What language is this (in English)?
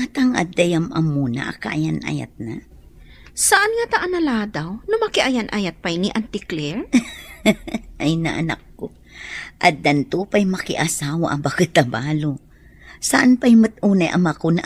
Iloko